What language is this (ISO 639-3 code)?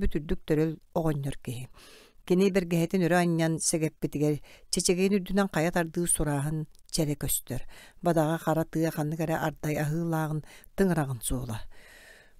sah